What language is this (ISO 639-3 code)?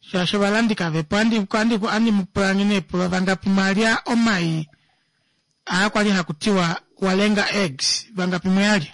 kua